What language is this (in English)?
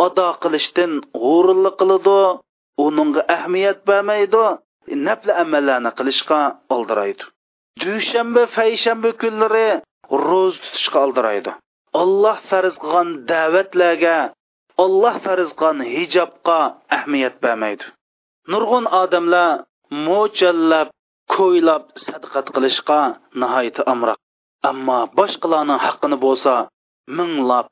Uyghur